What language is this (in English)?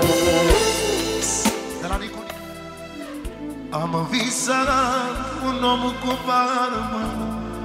Romanian